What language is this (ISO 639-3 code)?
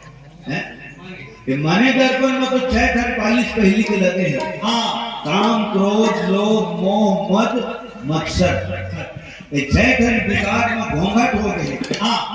hne